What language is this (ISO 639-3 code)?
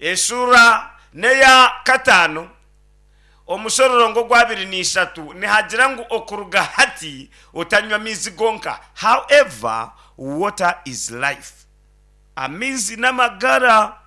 nyn